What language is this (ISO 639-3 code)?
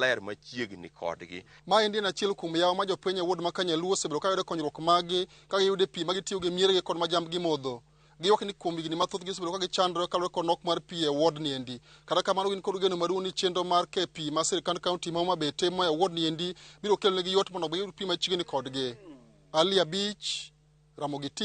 luo